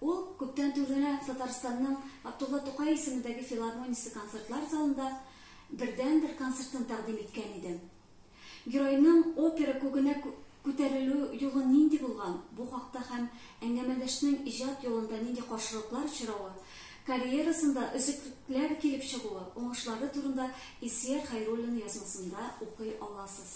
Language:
Tatar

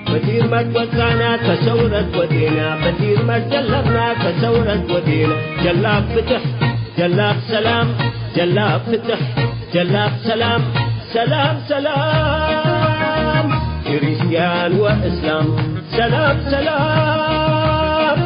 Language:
Tigre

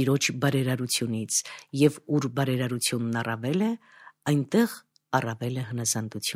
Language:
Armenian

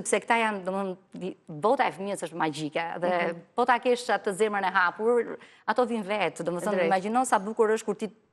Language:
Albanian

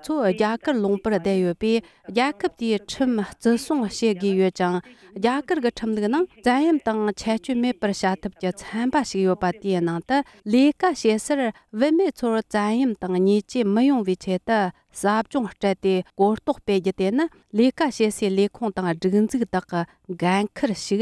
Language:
Tibetan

